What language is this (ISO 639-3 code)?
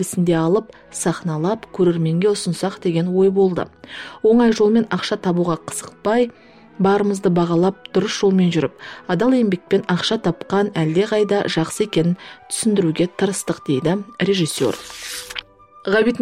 kaz